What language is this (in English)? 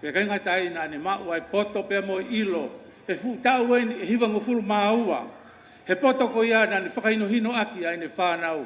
Tongan